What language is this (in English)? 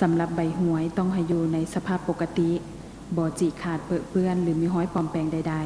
Lao